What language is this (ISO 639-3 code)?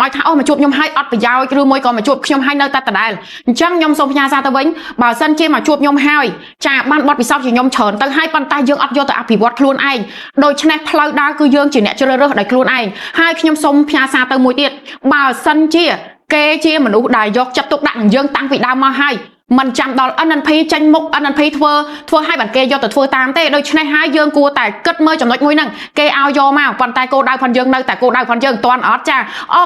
khm